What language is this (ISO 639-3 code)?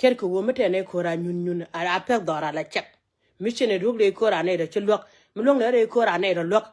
nus